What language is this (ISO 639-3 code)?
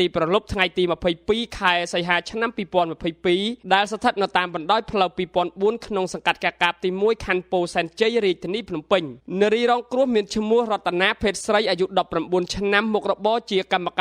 khm